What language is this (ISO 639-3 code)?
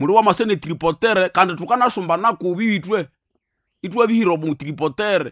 nnb